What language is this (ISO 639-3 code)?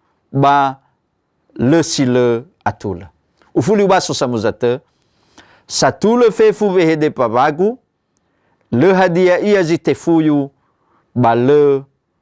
nia